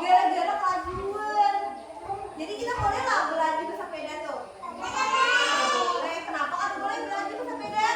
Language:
Banjar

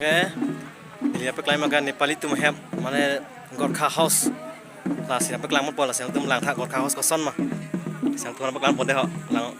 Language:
Karbi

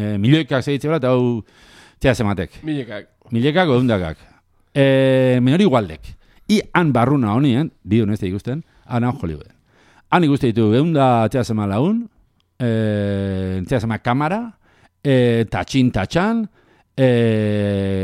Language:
Basque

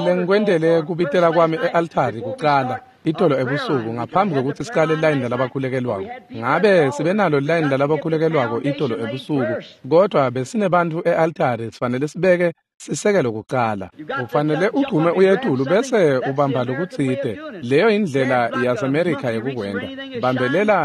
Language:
Swati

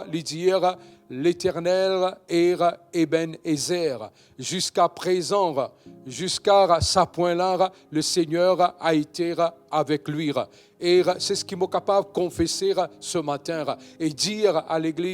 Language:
Morisyen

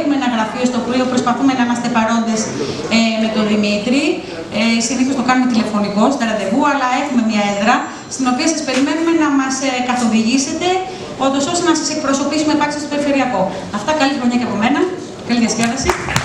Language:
Greek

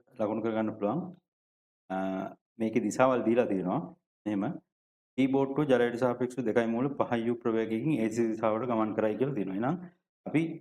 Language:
Sinhala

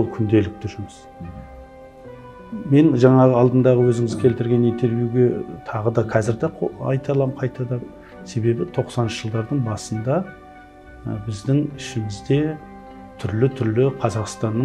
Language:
Kazakh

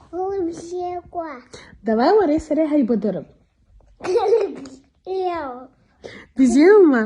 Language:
Abkhazian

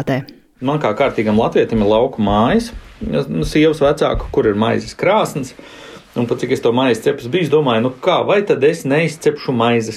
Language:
Latvian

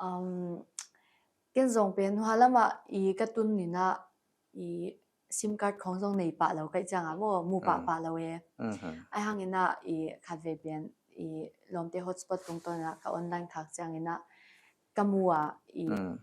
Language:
Paite Chin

